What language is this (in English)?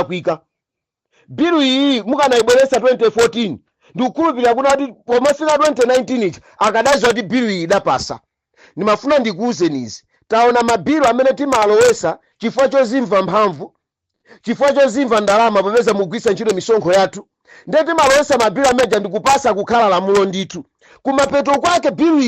Nyanja